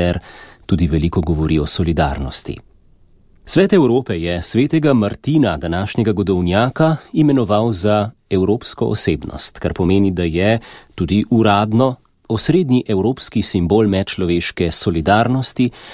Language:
Slovenian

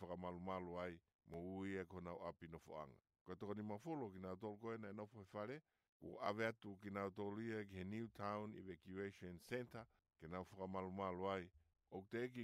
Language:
Tongan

